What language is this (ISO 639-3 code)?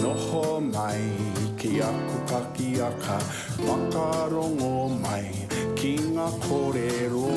mri